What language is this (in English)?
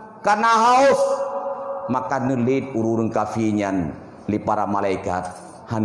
Achinese